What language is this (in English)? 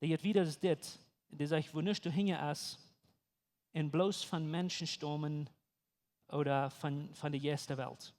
Plautdietsch